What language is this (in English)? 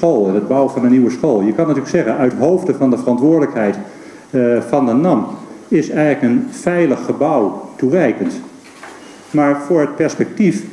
Dutch